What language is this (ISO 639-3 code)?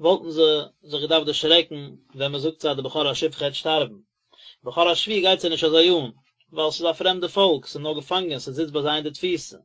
yid